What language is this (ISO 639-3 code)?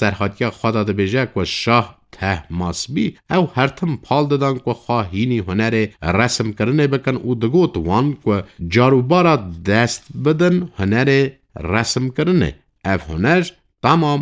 kur